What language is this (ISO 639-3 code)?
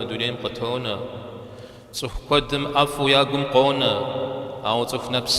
kbd